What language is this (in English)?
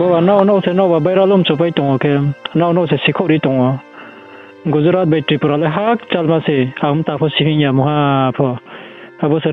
Riang (India)